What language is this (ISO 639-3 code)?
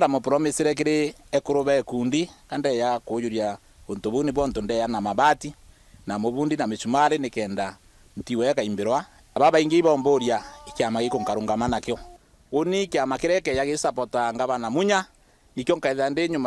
mer